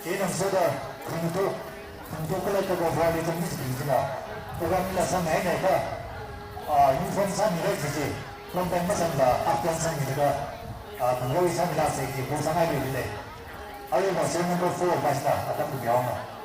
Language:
Tangkhul Naga (India)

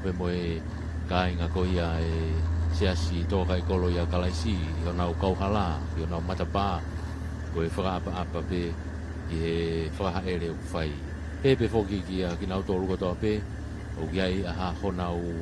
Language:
Tongan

